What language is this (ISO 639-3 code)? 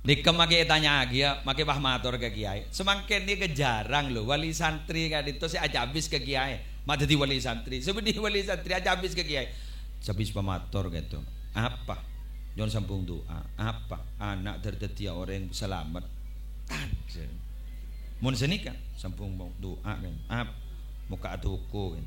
mad